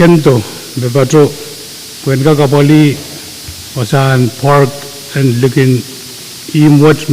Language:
Pohnpeian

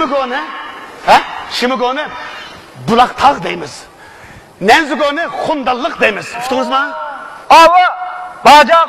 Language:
Uyghur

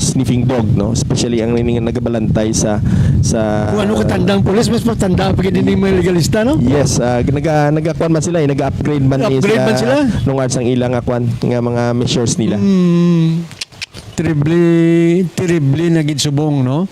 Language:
Hiligaynon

